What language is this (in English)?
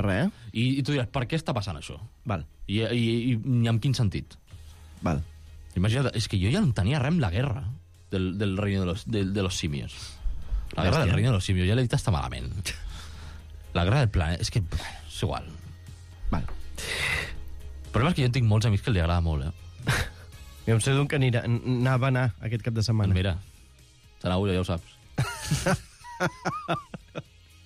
Catalan